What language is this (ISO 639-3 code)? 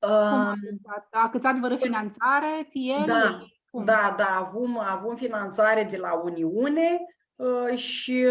rup